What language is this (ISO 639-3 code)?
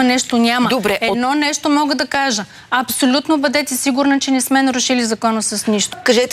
bul